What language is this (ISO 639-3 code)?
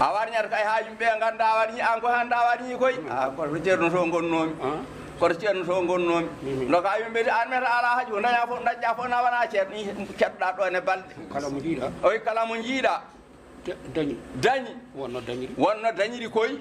ful